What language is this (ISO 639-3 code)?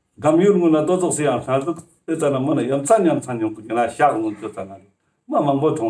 lbj